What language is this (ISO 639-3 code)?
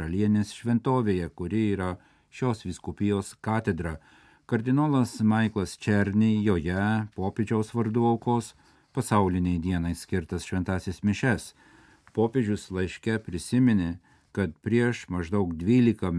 lit